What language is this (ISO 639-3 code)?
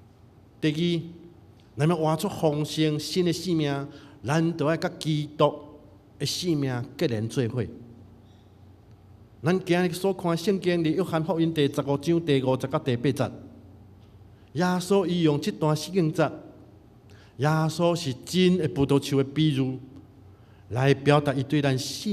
nan